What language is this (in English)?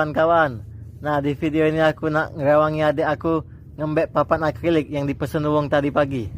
Musi